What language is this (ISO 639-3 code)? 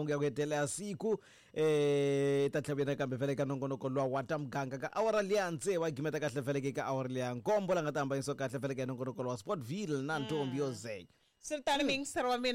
tso